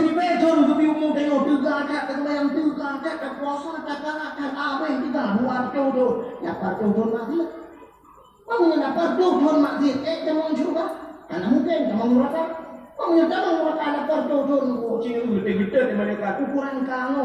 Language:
Achinese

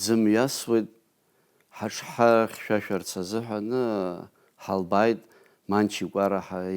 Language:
Abkhazian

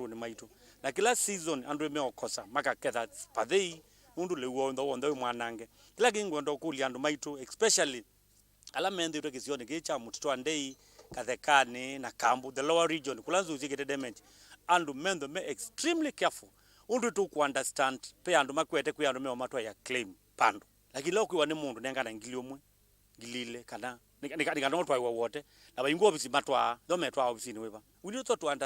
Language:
Kamba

